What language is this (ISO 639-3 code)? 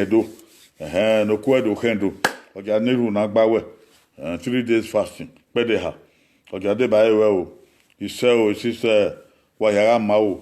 bin